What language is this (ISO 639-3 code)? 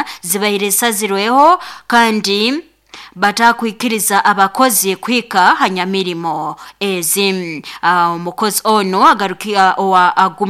nyo